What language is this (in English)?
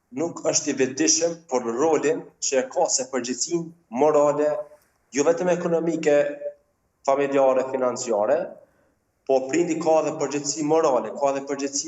Albanian